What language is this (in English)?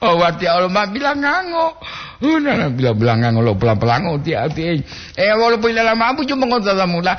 Gorontalo